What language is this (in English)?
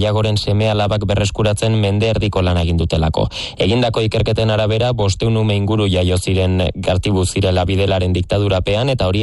Basque